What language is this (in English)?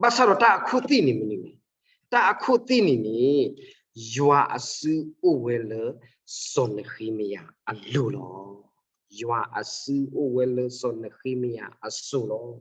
S'gaw Karen